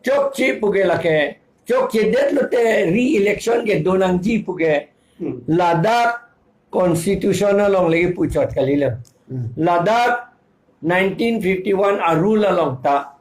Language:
Karbi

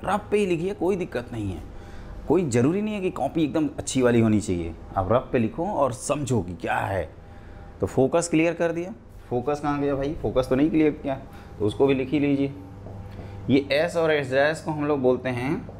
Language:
Hindi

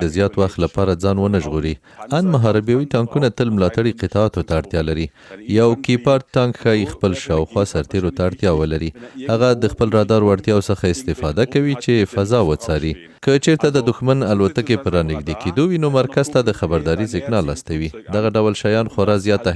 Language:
Pashto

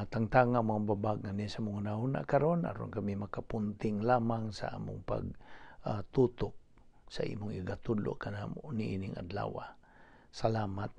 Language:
Cebuano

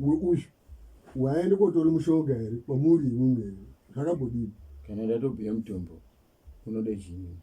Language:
Shona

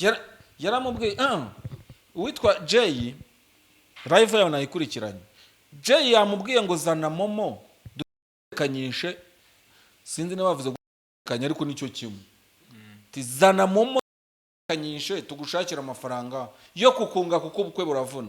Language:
Kinyarwanda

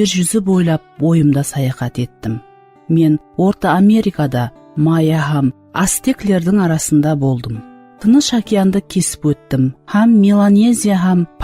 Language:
Kara-Kalpak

